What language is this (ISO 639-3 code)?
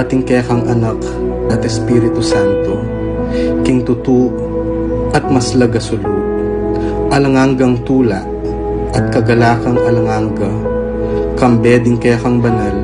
pam